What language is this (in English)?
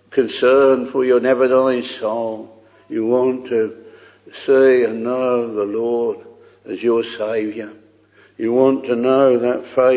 English